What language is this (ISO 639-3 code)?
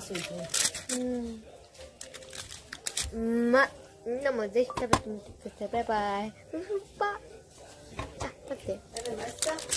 jpn